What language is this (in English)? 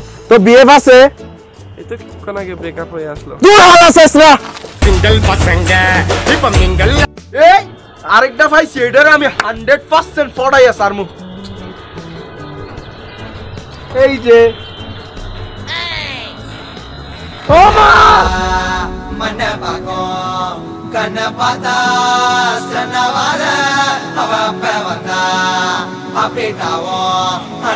Bangla